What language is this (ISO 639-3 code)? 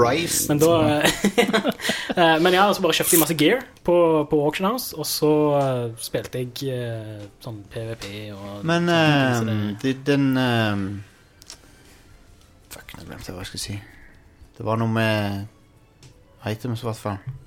nor